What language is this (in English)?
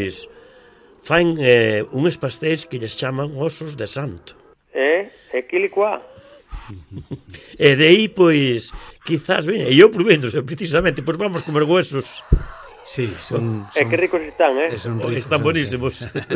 Galician